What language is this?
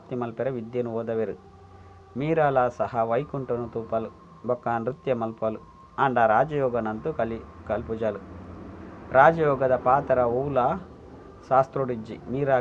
Tulu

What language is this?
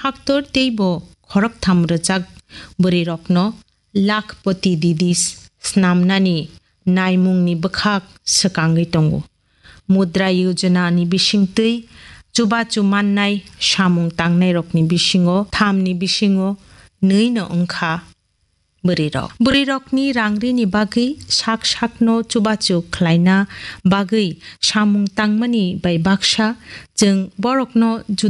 Kok Borok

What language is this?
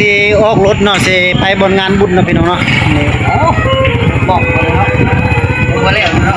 Northeastern Thai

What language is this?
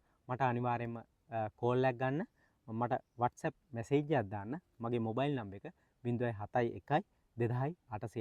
Sinhala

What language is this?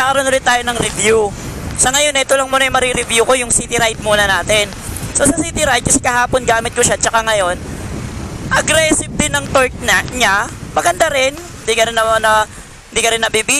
Filipino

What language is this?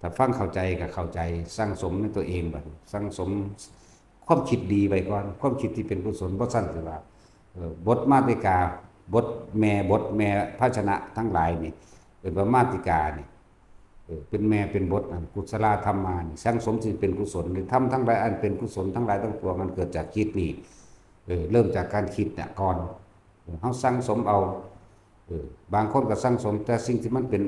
Northeastern Thai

